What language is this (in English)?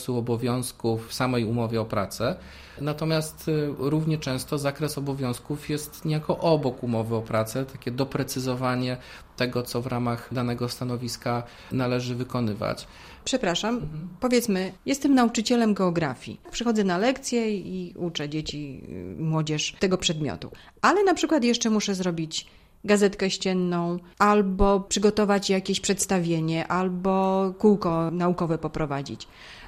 Polish